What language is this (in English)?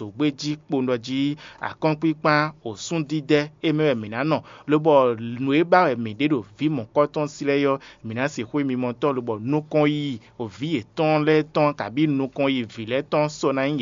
Fon